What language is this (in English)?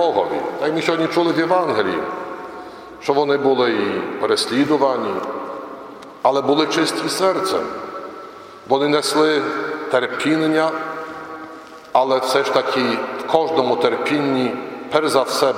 Ukrainian